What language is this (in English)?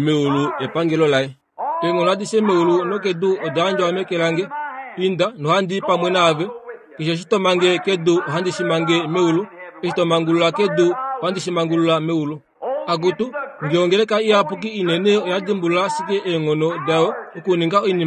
Kuanyama